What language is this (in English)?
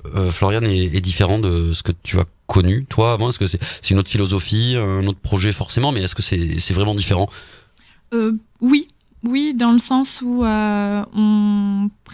French